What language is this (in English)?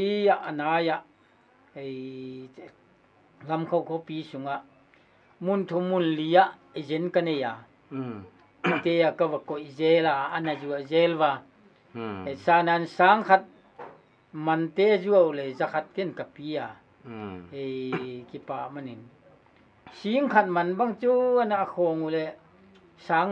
Paite Chin